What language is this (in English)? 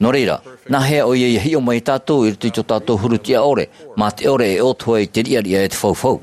Tahitian